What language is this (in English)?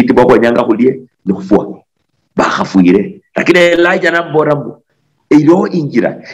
Luyia